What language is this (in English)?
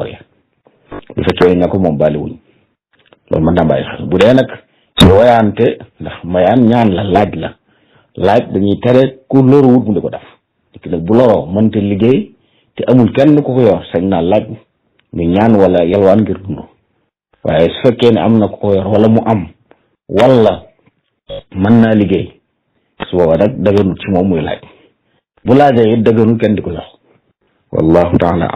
Wolof